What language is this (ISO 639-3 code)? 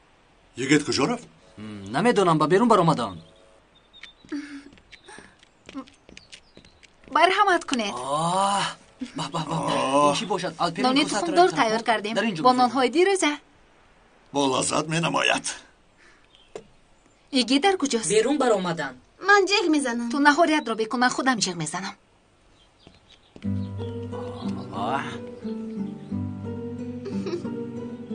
tgk